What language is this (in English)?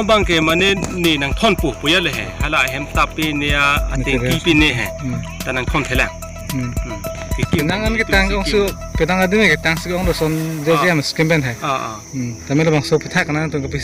Karbi